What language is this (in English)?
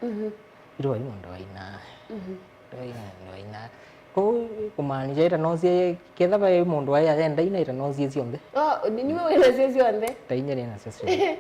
Kamba